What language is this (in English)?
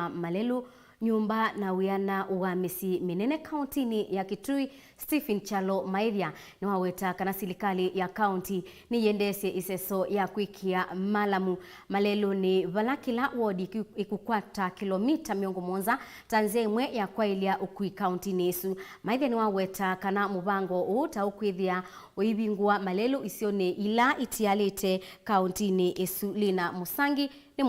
Kamba